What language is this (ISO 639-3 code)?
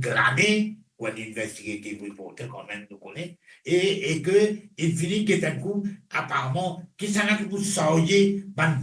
mfe